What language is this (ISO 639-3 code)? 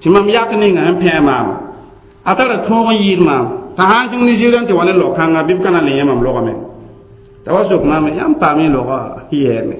mos